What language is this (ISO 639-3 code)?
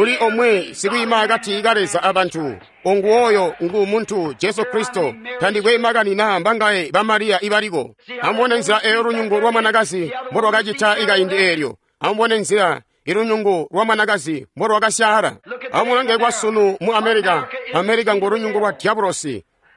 toi